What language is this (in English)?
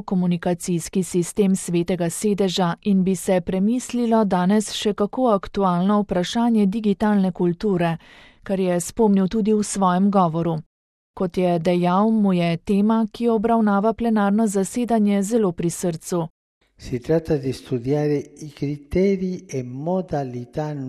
Slovenian